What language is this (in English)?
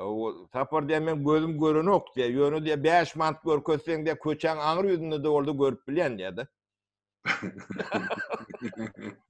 Turkmen